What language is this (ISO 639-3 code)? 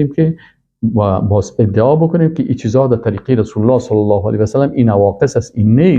fas